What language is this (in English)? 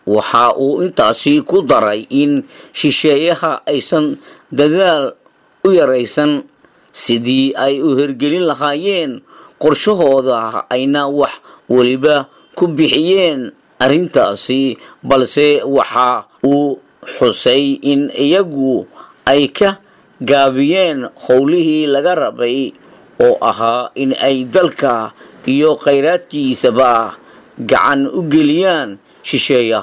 Somali